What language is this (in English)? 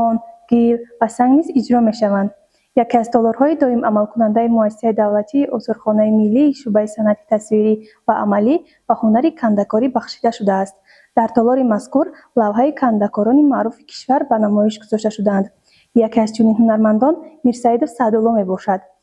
Tajik